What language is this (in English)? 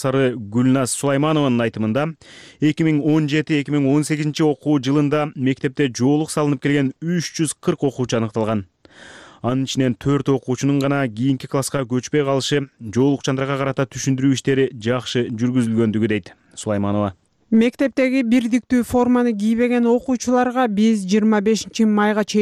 Kyrgyz